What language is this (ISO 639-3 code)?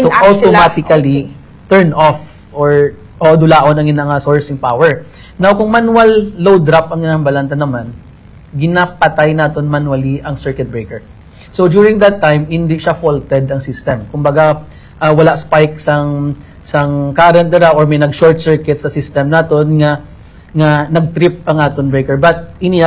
hil